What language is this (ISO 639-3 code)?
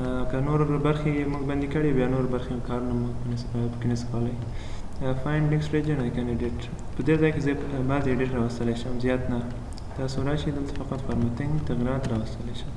pus